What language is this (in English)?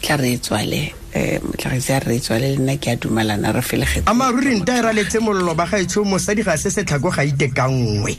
Tswana